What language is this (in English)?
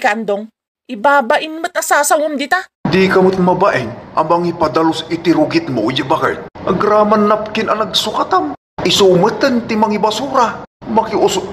Iloko